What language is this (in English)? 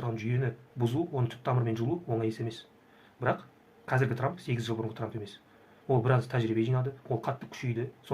Kazakh